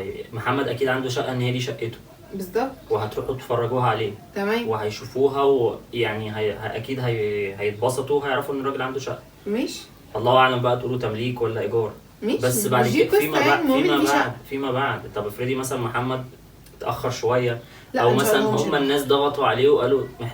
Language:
Egyptian Arabic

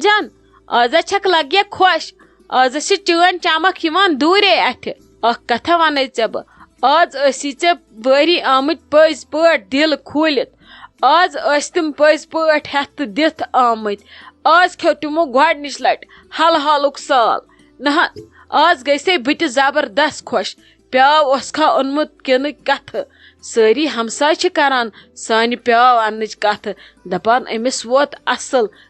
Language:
Kashmiri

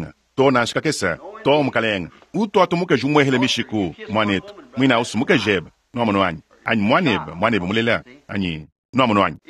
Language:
Luba-Lulua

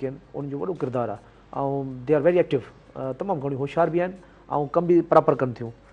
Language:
Sindhi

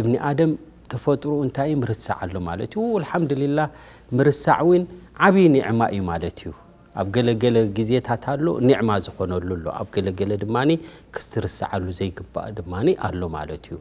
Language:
Tigrinya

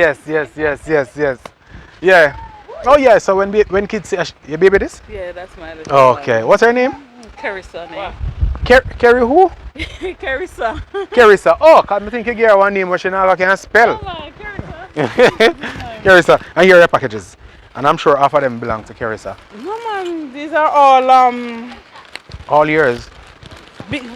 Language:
Jamaican Creole English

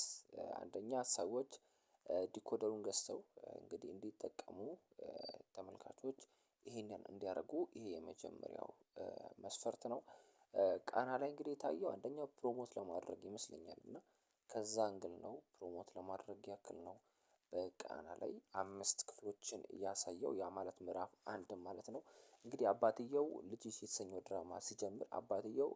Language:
Amharic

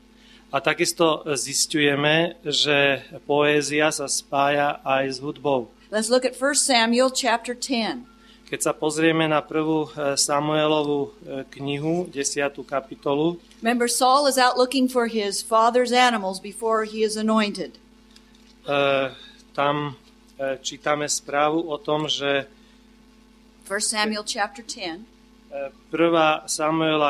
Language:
Slovak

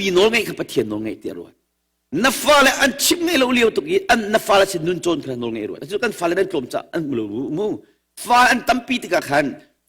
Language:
Hakha Chin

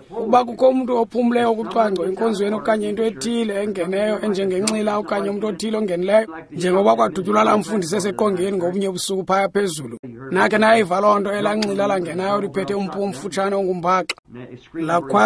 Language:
Xhosa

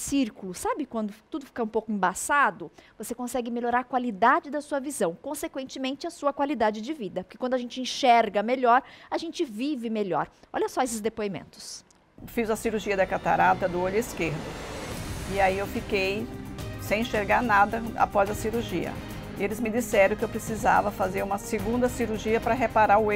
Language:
Portuguese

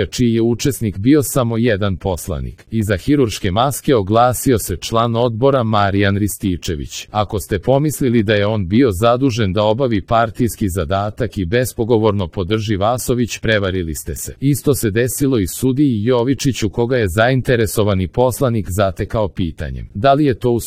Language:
Serbian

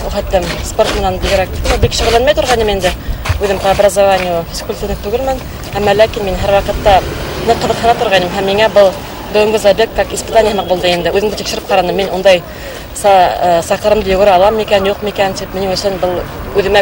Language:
Bashkir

